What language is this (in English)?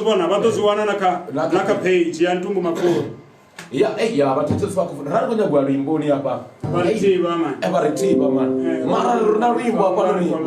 Venda